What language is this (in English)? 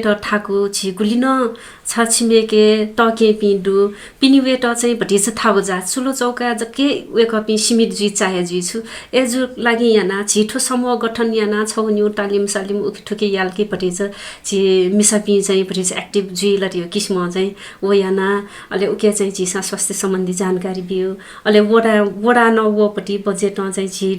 Newari